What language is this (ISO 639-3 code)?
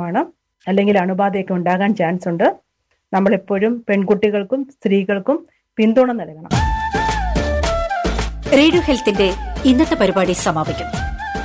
mal